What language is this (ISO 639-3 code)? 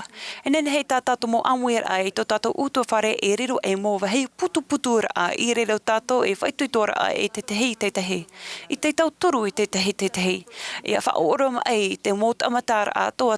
tah